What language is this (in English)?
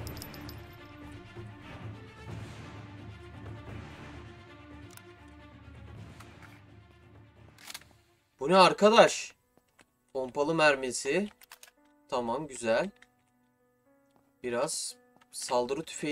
Turkish